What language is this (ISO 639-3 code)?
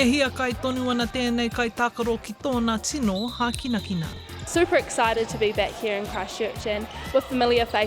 mri